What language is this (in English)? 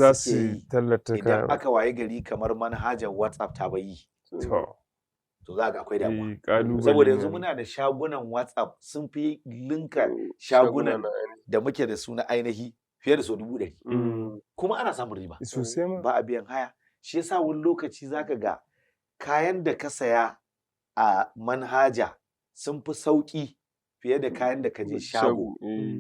Hausa